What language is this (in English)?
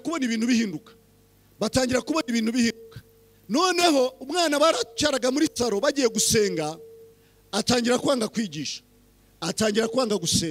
Kinyarwanda